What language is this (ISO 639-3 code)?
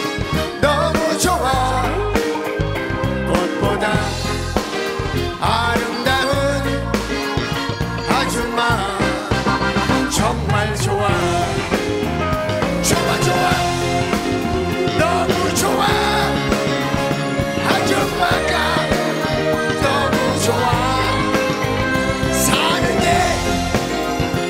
kor